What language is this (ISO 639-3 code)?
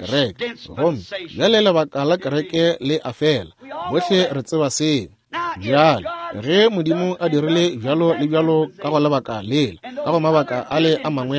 nso